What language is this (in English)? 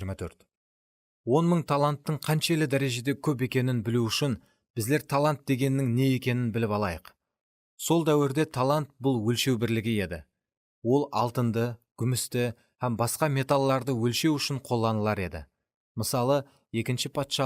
Kara-Kalpak